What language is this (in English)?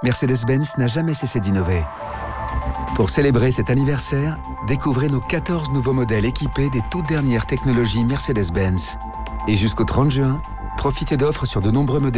French